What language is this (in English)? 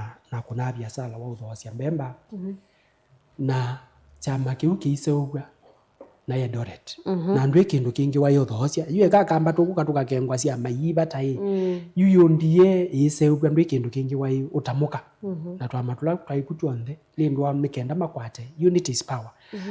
Kamba